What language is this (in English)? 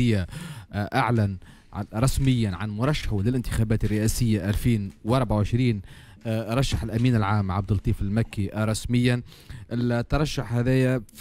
Tunisian Arabic